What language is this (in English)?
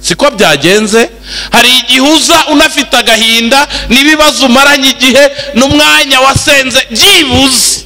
Kinyarwanda